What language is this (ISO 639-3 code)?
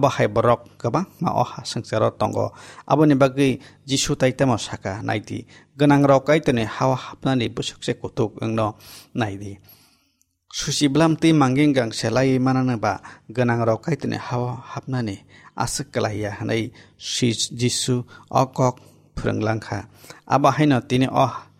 trp